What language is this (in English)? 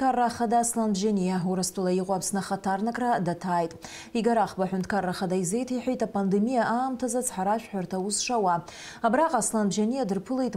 Abkhazian